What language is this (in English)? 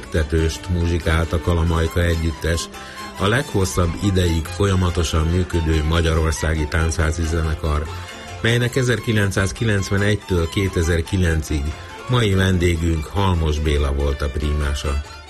Hungarian